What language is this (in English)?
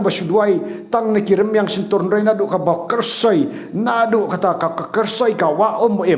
Khasi